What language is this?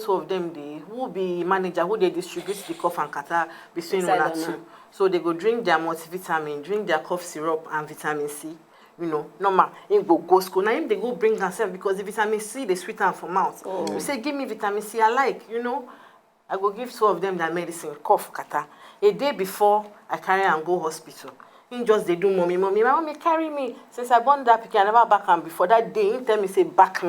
Nigerian Pidgin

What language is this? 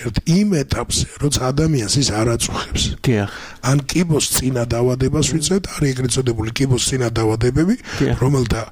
Georgian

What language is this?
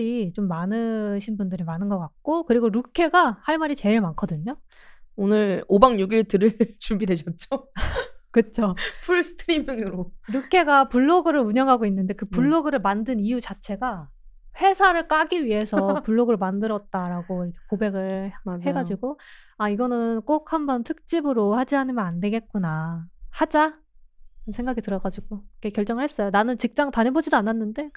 Korean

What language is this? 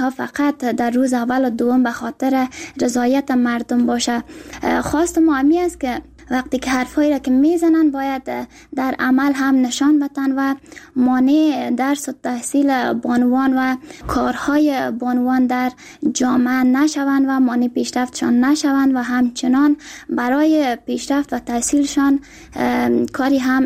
Persian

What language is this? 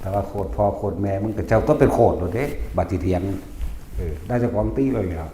Northeastern Thai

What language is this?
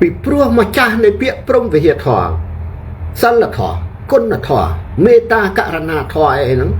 Khmer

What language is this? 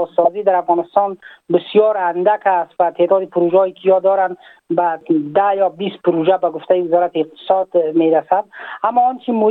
Tajik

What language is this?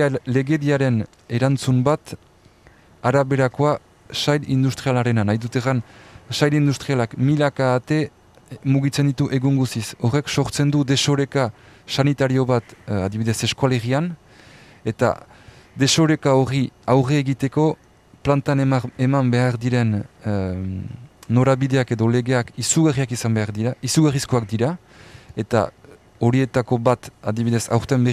Basque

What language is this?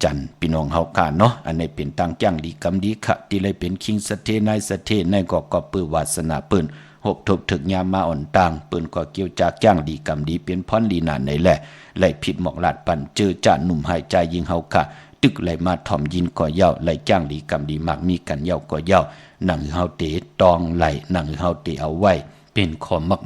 Shan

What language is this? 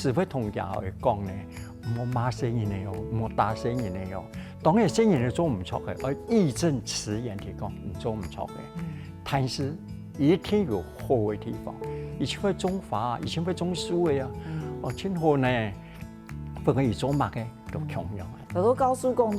Hakka Chinese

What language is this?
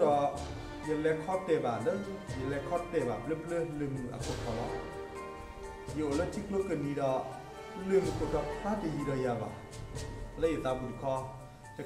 S'gaw Karen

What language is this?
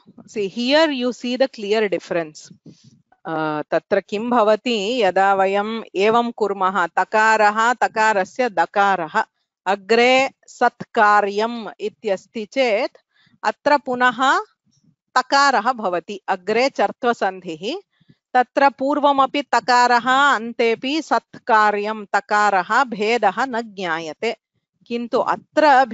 Sanskrit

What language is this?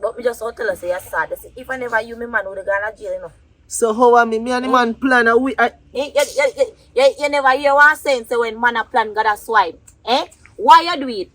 Jamaican Creole English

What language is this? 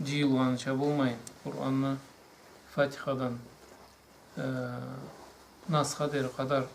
Karachay-Balkar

